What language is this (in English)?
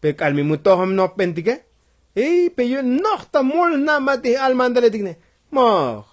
Tzotzil